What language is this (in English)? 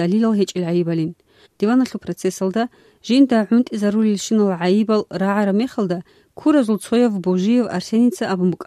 Avaric